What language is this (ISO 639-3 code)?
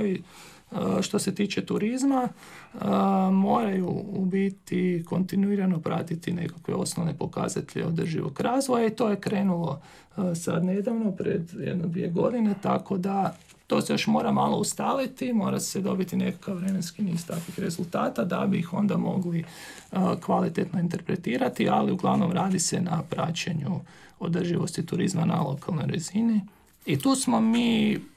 hrv